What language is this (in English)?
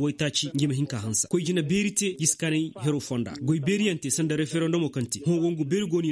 Koyraboro Senni